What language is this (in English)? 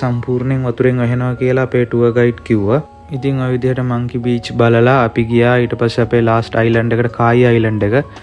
Sinhala